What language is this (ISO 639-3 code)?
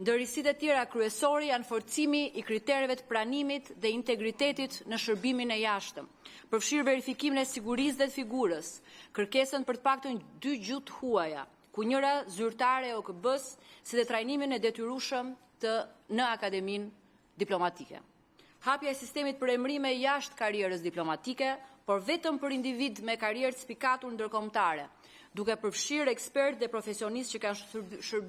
sqi